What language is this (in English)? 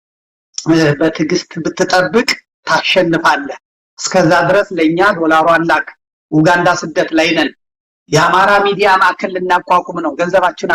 Amharic